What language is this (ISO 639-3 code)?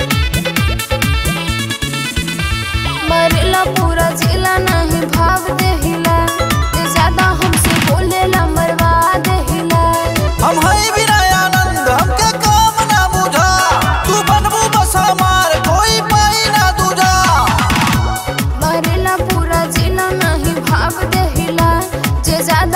bho